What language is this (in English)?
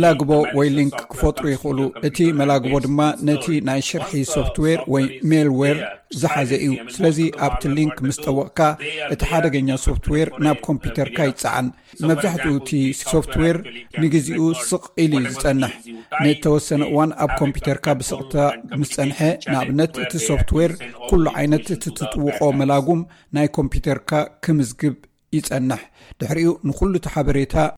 Tigrinya